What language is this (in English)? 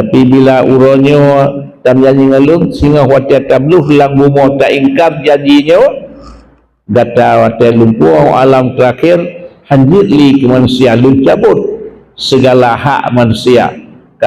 Achinese